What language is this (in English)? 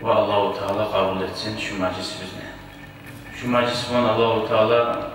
Kumyk